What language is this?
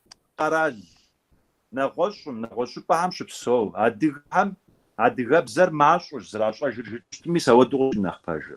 Kabardian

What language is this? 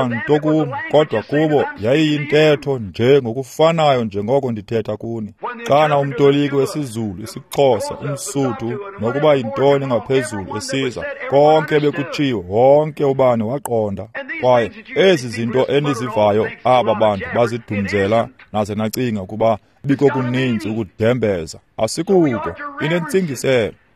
Xhosa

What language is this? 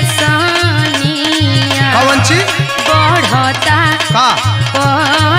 Bhojpuri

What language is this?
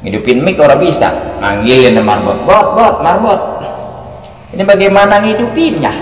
Betawi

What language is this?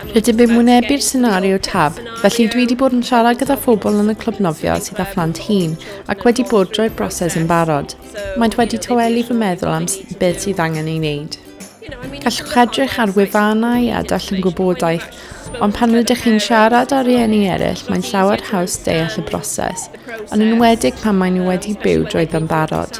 Welsh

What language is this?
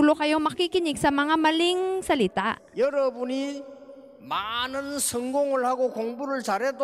Filipino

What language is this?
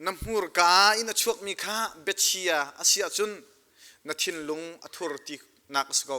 Hakha Chin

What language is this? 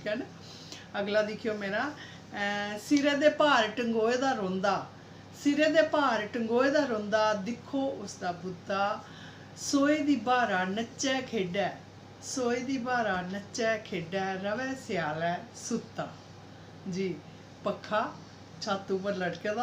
Dogri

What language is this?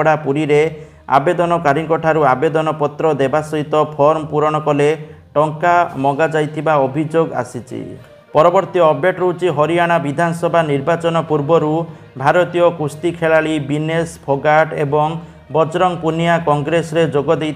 Odia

